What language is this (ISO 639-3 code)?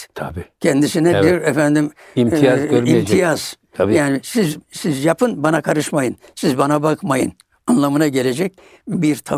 tur